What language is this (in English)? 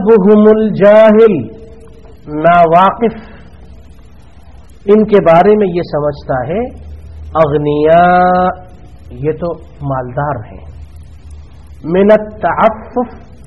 Urdu